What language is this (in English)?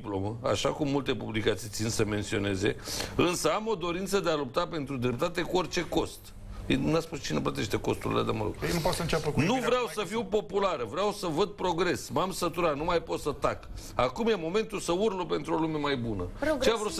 Romanian